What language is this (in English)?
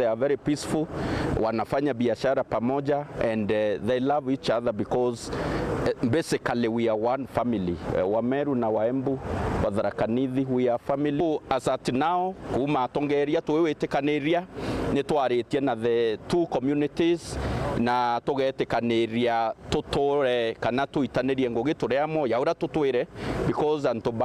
Meru